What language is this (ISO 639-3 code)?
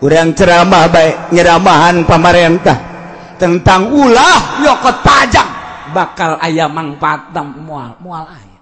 sun